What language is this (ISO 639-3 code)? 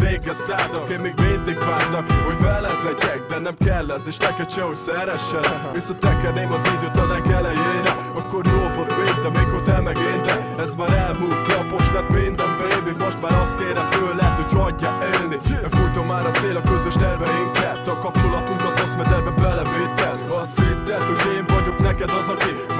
hun